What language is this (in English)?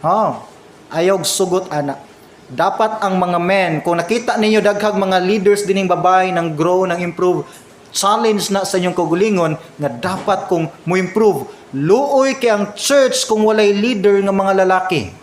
Cebuano